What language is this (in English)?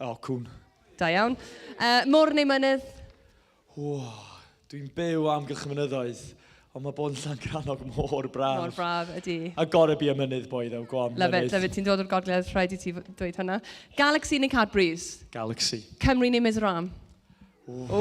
Welsh